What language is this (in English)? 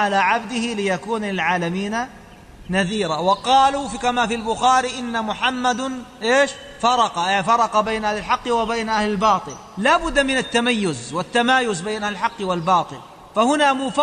Arabic